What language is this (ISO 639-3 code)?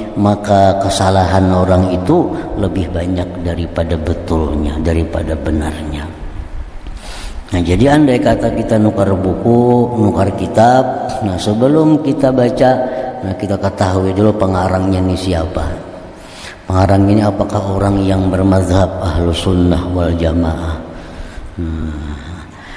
ind